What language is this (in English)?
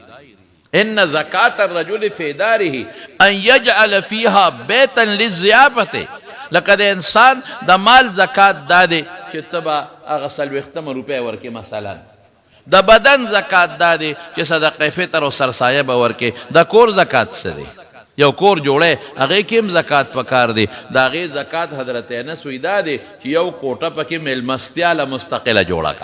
Pashto